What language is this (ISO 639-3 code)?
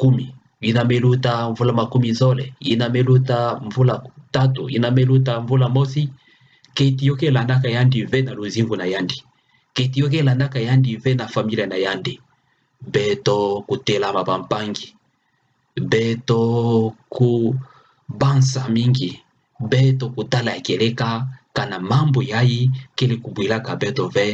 ktu